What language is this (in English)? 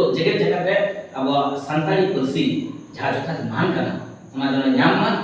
Santali